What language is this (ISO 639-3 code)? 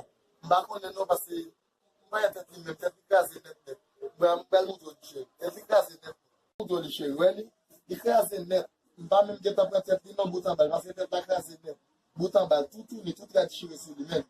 hat